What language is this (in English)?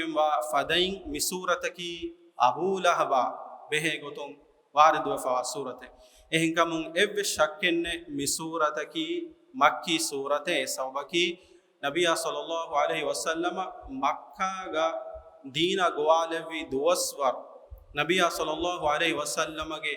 Divehi